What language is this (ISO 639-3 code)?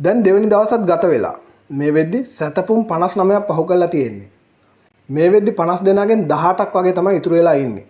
sin